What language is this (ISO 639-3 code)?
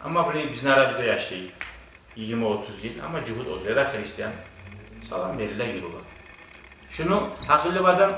kum